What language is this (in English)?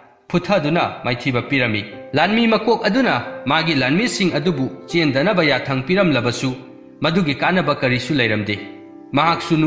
Manipuri